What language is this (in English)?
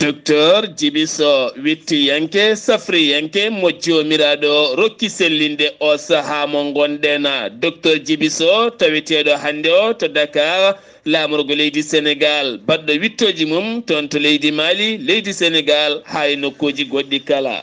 Fula